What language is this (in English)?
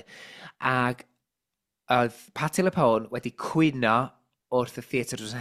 Welsh